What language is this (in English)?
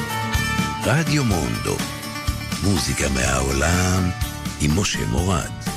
Hebrew